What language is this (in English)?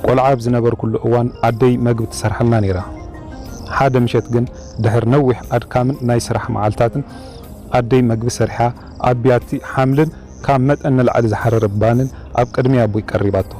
Tigrinya